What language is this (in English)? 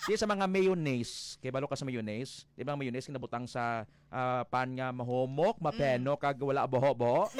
Hiligaynon